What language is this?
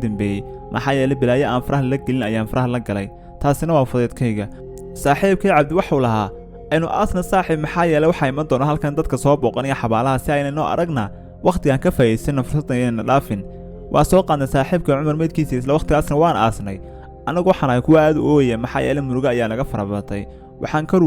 Somali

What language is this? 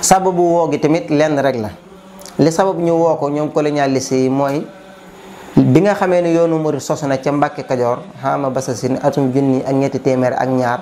Wolof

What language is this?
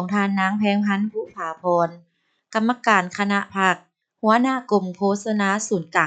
Lao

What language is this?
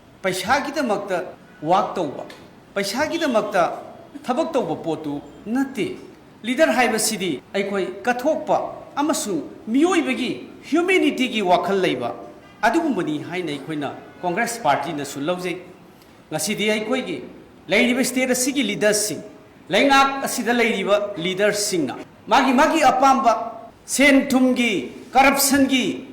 Manipuri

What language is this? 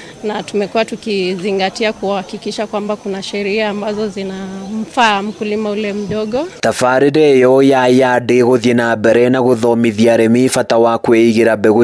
Kikuyu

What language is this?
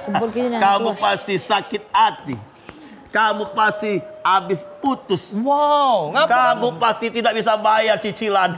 Musi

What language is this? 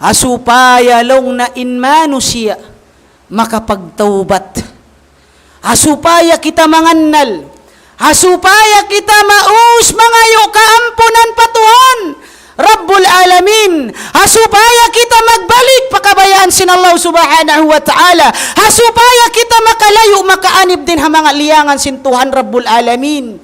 Tausug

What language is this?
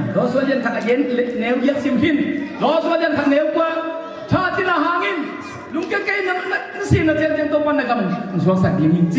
Tedim Chin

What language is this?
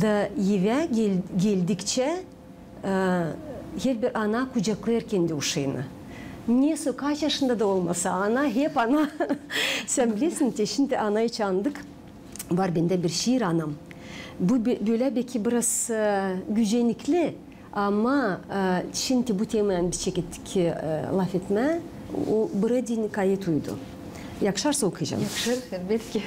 Gagauz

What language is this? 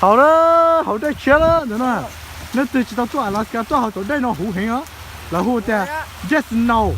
Hmong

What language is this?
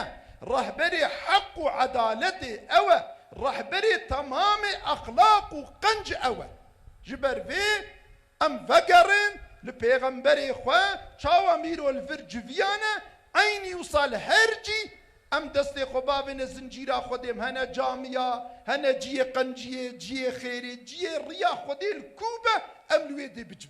Kurdish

